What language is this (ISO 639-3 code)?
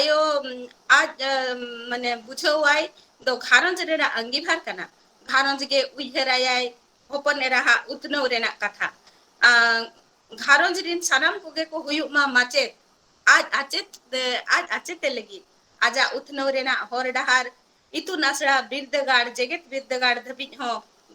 sat